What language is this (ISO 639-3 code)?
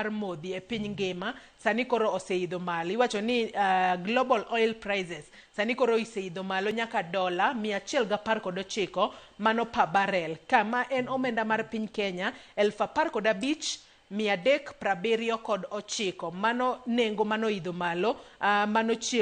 luo